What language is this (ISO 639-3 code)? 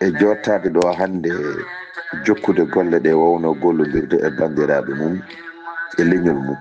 ful